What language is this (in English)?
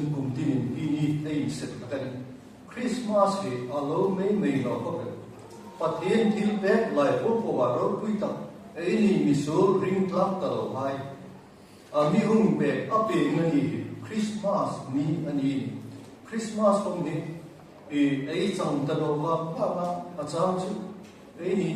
Hmar